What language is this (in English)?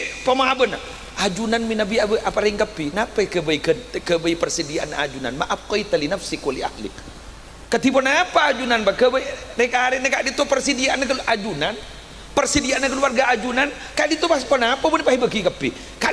Madurese